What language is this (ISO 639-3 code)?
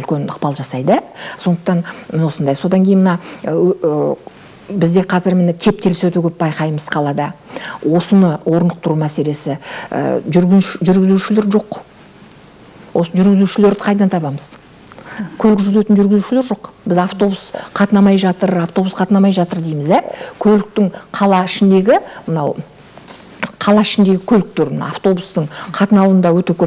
kaz